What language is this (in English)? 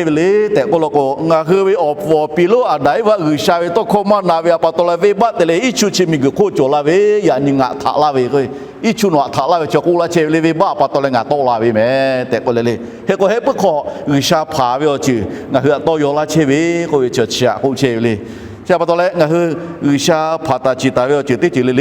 Lahu